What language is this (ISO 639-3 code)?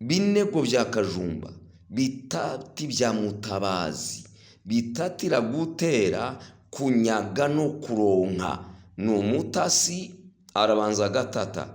kin